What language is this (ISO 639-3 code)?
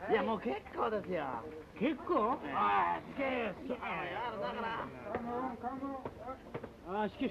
jpn